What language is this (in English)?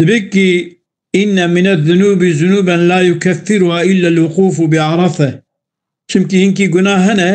Kurdish